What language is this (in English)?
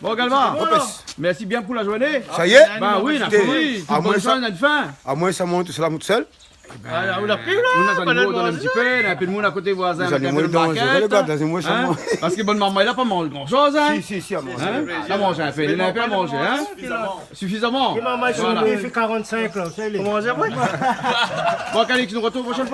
Réunion Creole French